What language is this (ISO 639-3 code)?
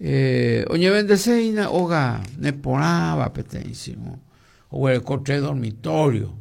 grn